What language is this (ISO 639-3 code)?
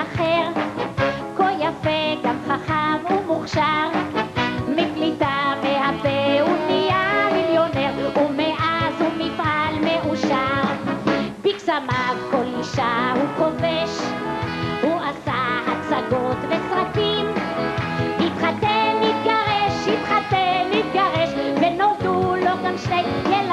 heb